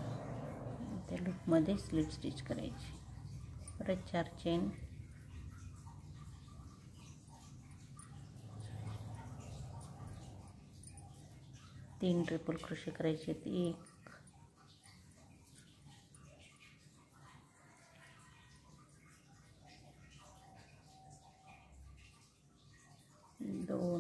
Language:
Marathi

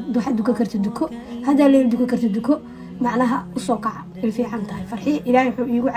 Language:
Somali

